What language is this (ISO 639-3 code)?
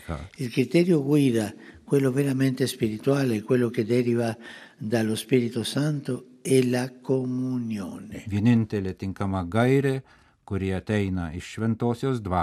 lit